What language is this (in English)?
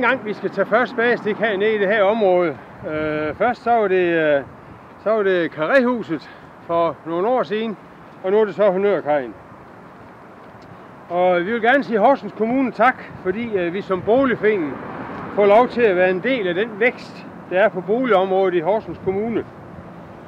Danish